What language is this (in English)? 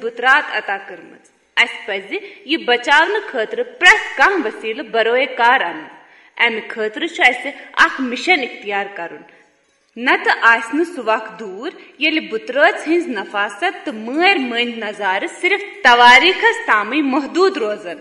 Kashmiri